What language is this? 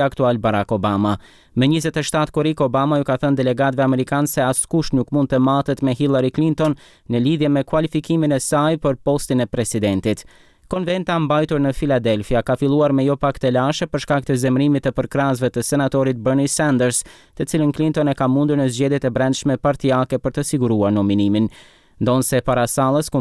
Albanian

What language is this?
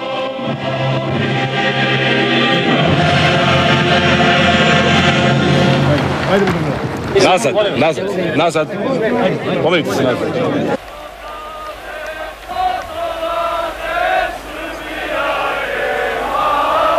Croatian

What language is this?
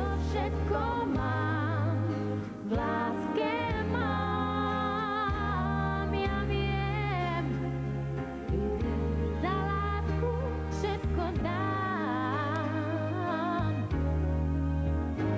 Slovak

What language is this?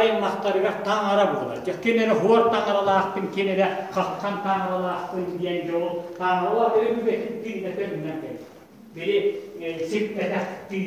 Yakut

